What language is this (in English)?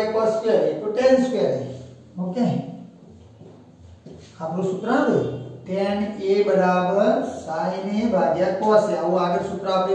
Gujarati